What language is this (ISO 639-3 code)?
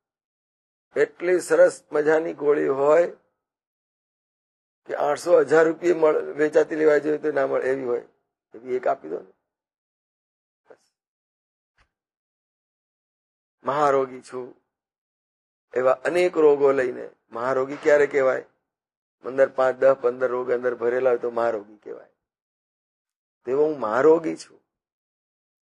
guj